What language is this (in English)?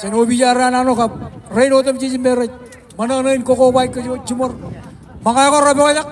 Marshallese